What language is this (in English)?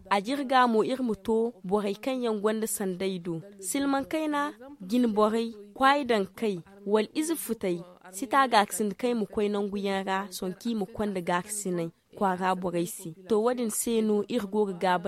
Zarma